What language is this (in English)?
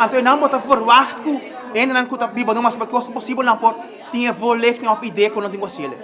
Papiamento